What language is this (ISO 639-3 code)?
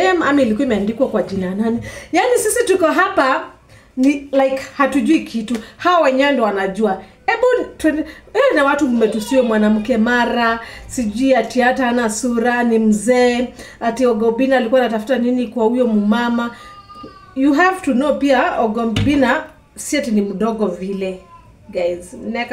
swa